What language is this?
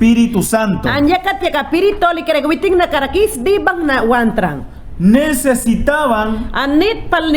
Mayangna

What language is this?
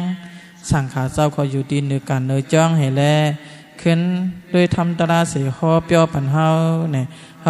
Shan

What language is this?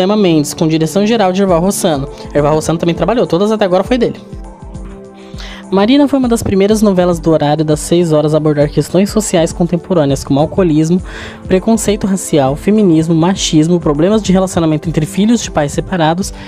Portuguese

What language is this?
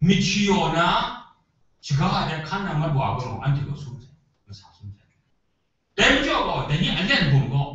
Kachin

